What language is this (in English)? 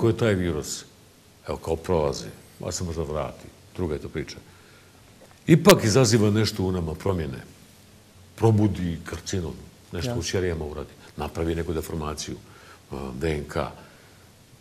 Bosnian